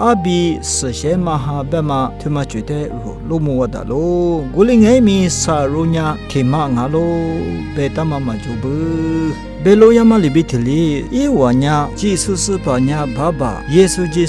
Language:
Lisu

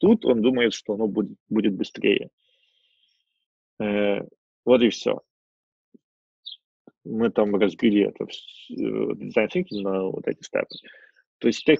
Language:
Russian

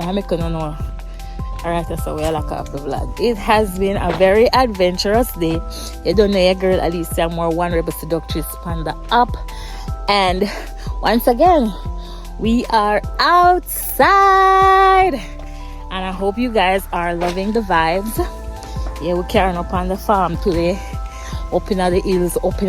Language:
Jamaican Creole English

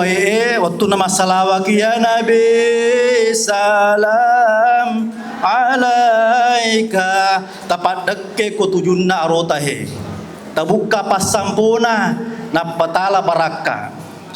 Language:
Buginese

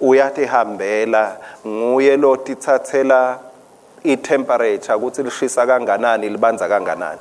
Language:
Swati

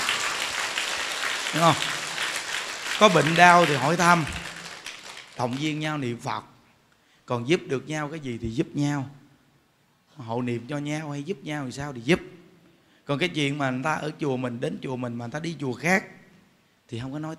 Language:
Vietnamese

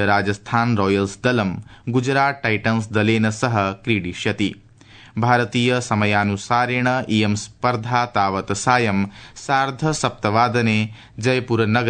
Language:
Sanskrit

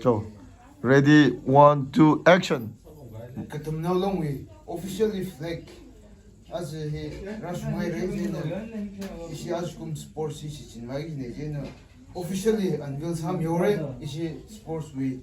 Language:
Tangkhul Naga (India)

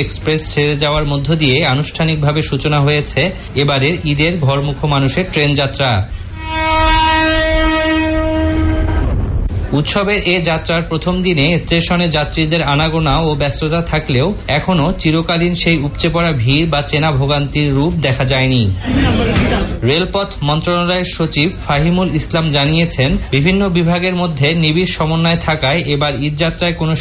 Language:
Bangla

